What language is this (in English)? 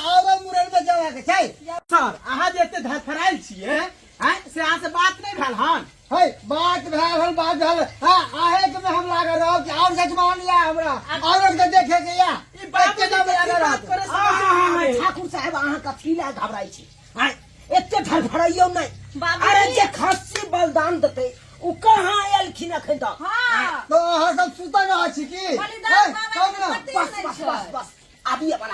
Maithili